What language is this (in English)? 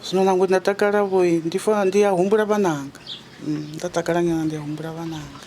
Venda